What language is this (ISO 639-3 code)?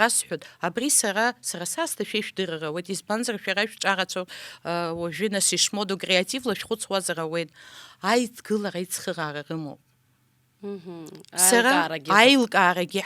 abk